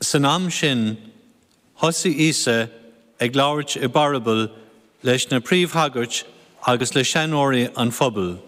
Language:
Irish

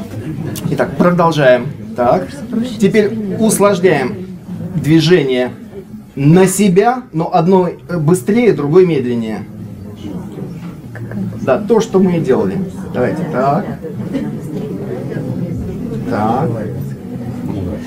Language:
Russian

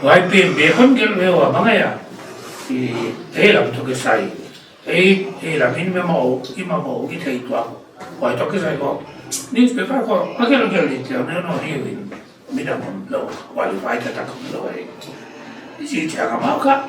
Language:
Paite Chin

